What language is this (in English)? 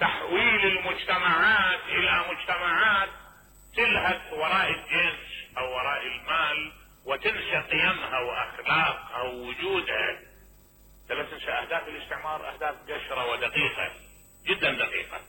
Mesopotamian Arabic